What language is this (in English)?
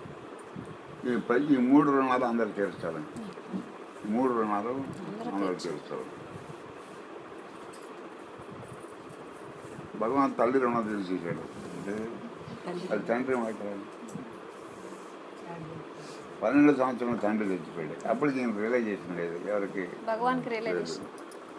Telugu